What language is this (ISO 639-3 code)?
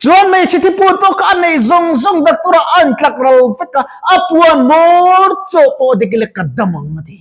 lus